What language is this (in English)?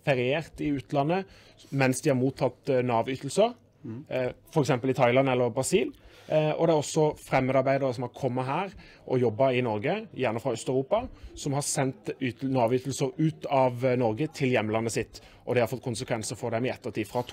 Norwegian